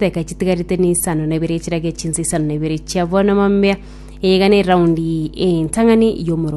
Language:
Gusii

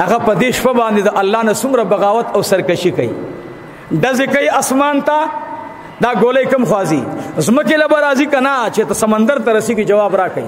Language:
Pashto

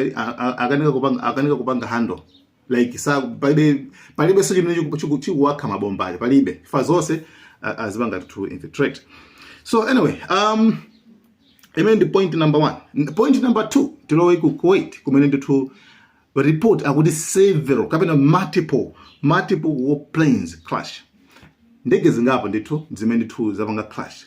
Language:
Nyanja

